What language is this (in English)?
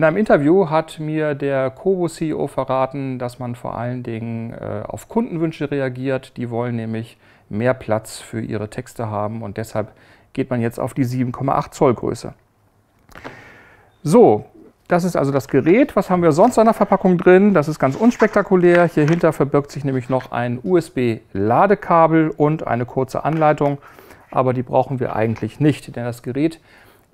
German